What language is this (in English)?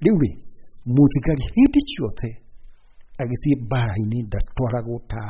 Kikuyu